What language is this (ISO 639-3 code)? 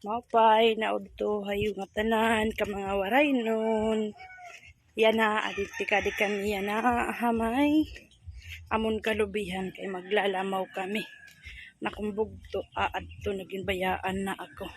war